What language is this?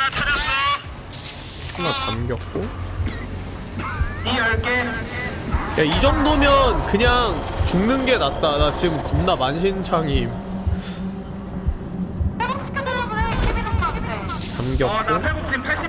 Korean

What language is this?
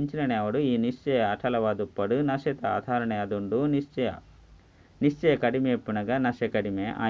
Tulu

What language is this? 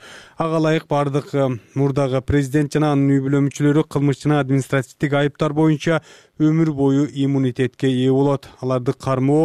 Kyrgyz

